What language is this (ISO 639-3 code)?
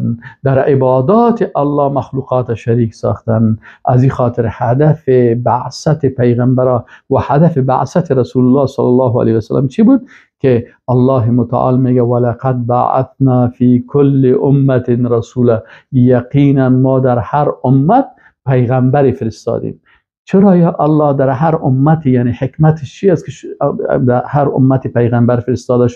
fas